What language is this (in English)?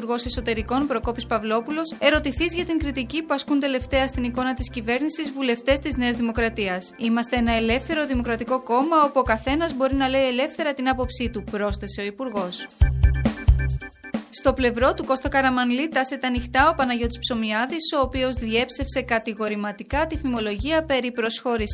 Greek